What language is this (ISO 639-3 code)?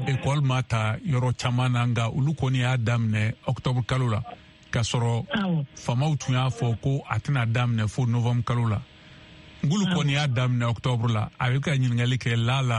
bam